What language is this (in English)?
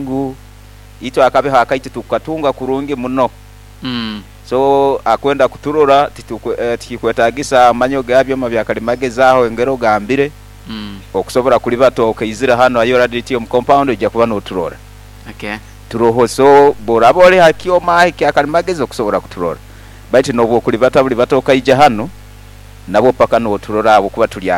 Nyoro